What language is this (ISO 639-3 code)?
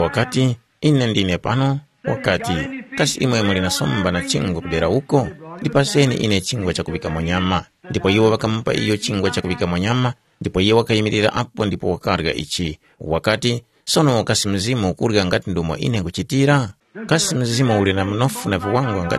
tum